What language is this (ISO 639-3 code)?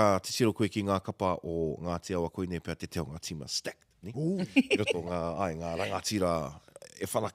mri